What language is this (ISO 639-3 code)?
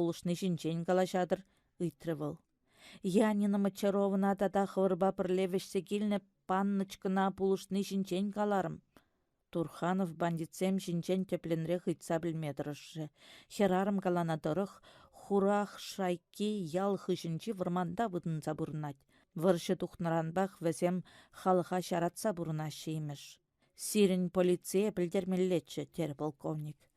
chv